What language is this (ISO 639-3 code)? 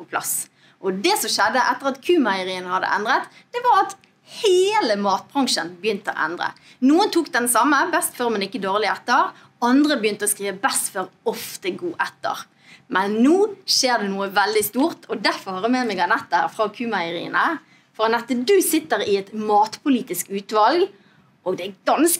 nor